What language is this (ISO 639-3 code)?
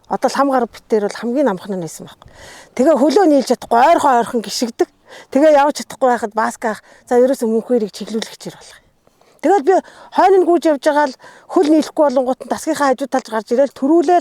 mon